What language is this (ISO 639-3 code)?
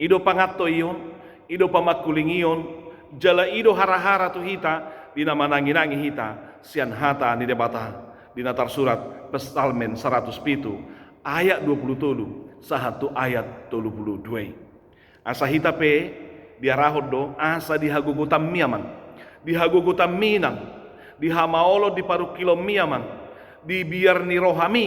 bbc